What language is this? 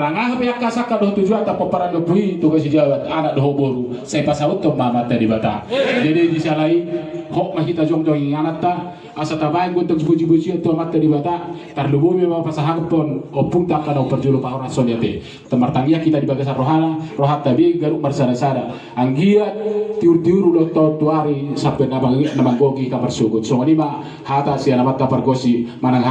Batak Toba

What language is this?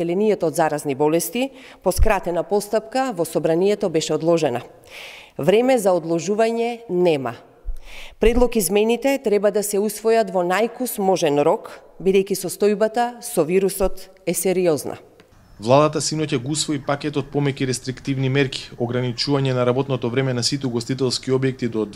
Macedonian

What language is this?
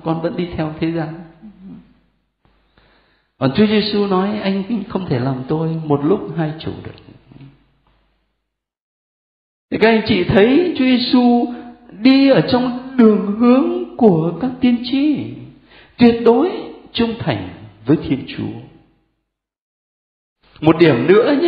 Vietnamese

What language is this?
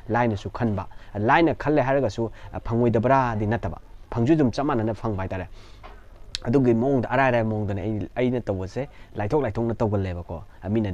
Manipuri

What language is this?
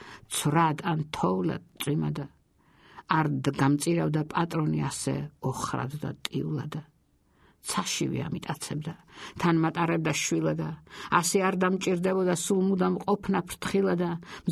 Georgian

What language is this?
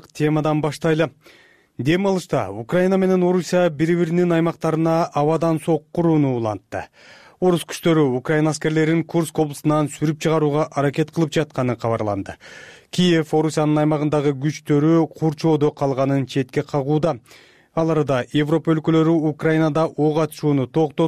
Kyrgyz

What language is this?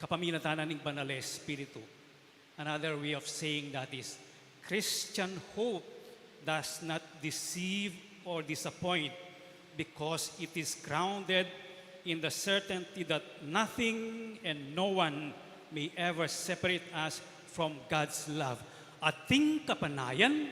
Pampanga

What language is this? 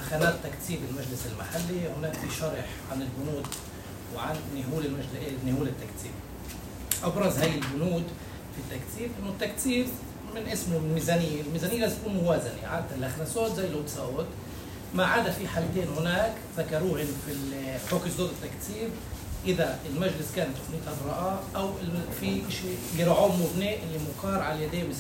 North Levantine Arabic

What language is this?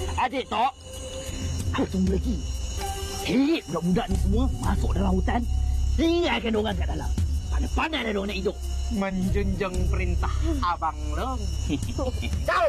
Malay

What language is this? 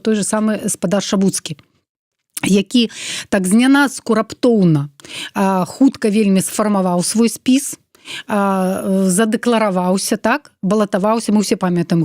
Belarusian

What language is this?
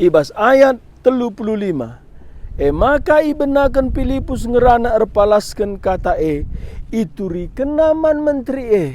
Batak Karo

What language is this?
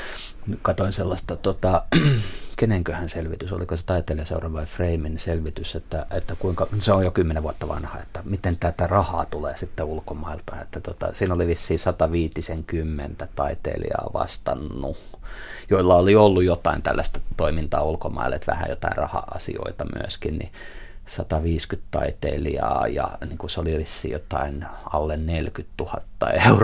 Finnish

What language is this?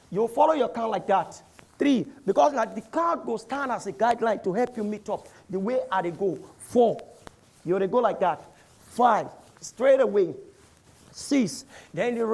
Nigerian Pidgin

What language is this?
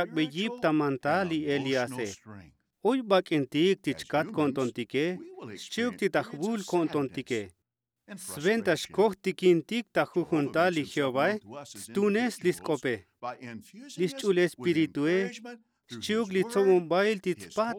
Tzotzil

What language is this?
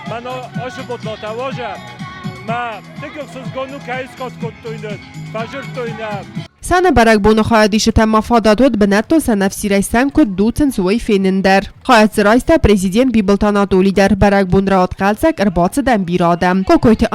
Ossetic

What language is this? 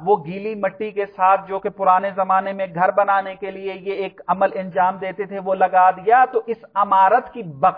Urdu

